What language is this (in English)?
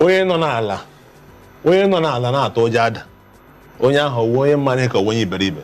Igbo